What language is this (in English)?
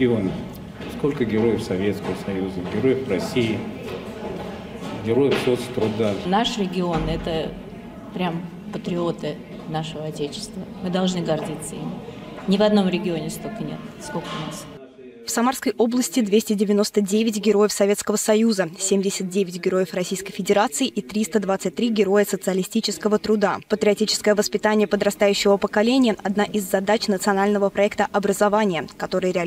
Russian